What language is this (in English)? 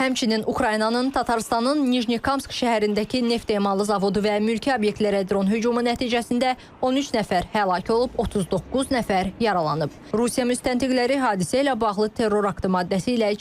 Azerbaijani